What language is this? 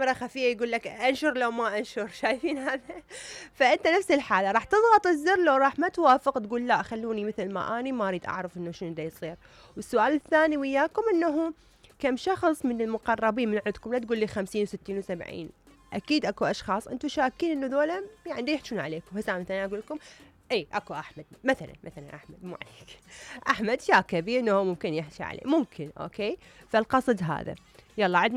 Mesopotamian Arabic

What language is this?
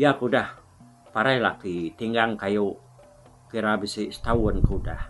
Iban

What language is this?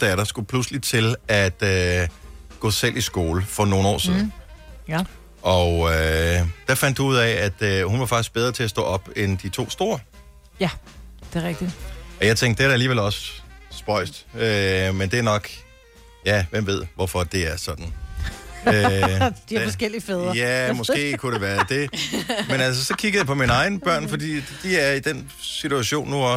Danish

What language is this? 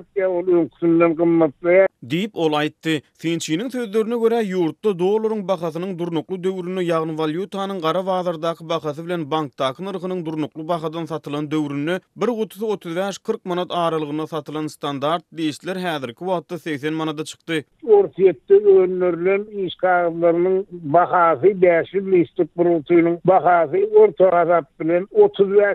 Turkmen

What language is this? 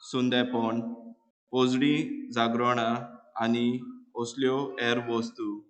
Konkani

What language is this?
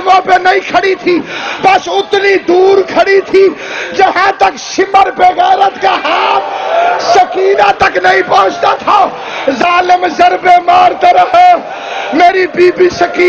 Urdu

